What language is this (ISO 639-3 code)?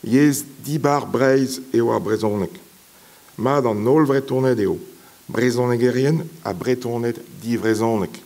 bre